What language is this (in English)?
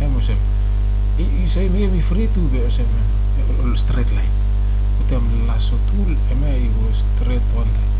Bislama